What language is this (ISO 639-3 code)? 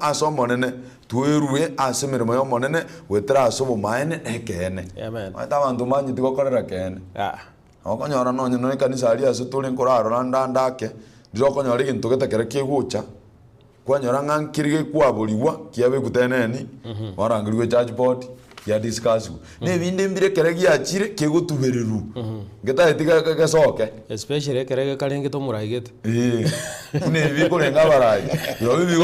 guz